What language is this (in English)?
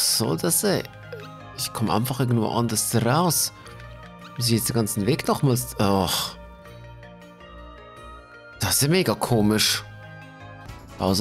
German